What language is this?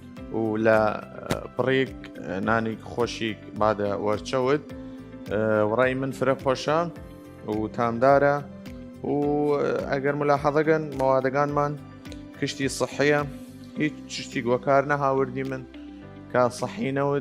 Southern Kurdish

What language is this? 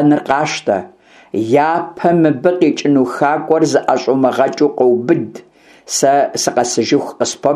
Kabardian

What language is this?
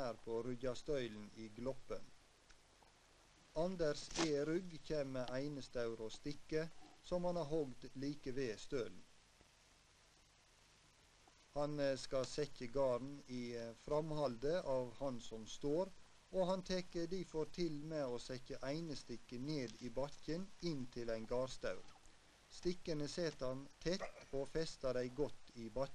Norwegian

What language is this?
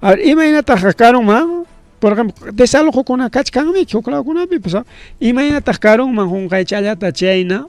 Ayacucho Quechua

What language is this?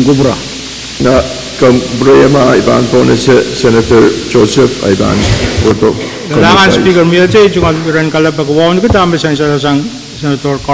Pohnpeian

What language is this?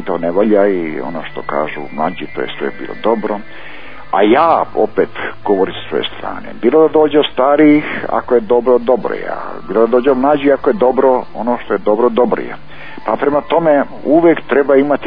Croatian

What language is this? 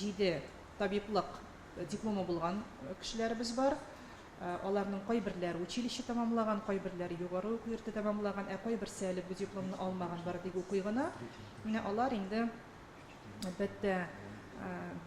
Tatar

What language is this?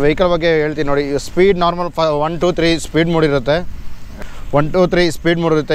Kannada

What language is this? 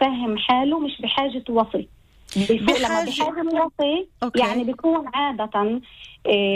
North Levantine Arabic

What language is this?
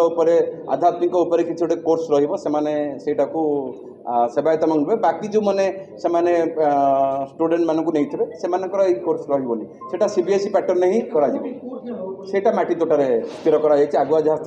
Odia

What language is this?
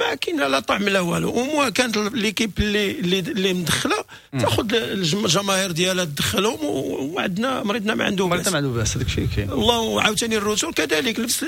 Moroccan Arabic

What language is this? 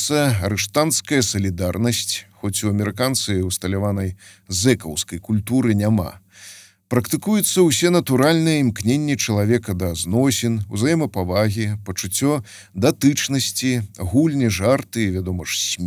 Belarusian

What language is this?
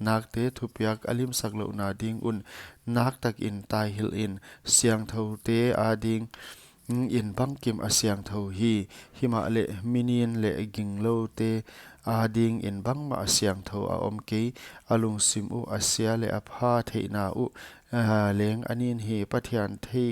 Paite Chin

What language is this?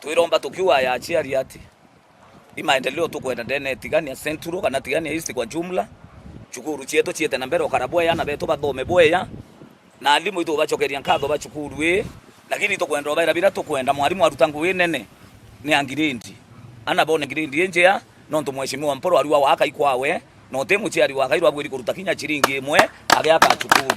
Meru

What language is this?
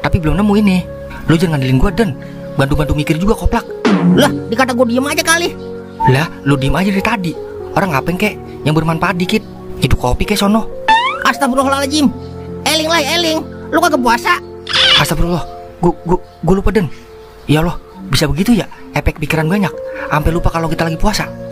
Betawi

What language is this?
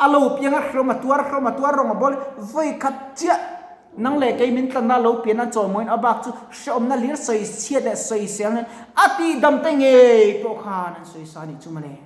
Mizo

